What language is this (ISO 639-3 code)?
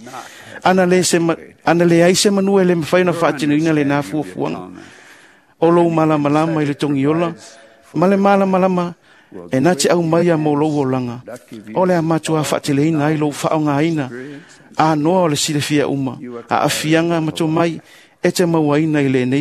smo